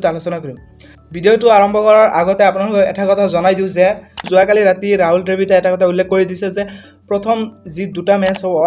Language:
Assamese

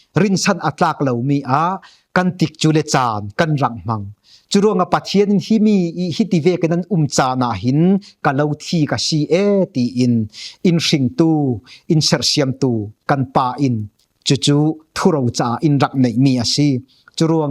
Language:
Falam Chin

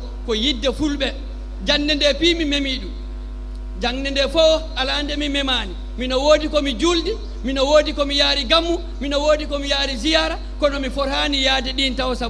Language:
Fula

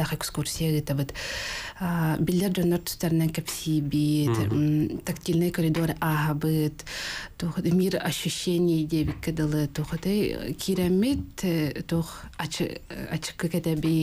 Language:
Yakut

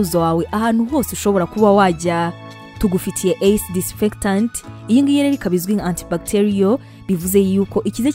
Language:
Kinyarwanda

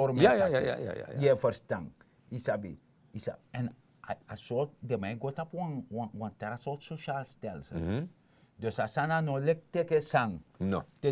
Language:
Sranan Tongo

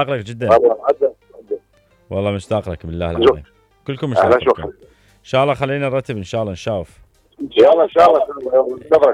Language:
Mesopotamian Arabic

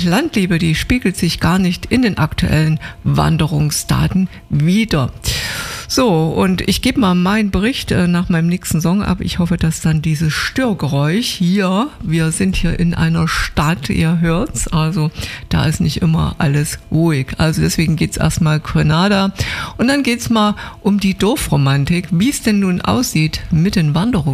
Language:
German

